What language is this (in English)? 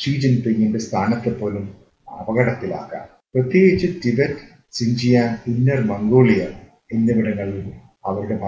Malayalam